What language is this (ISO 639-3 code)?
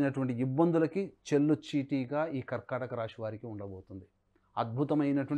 tel